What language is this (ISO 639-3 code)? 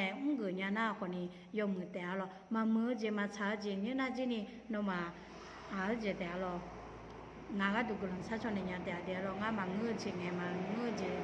ahk